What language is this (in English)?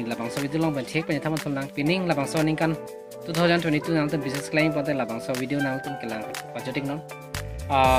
Karbi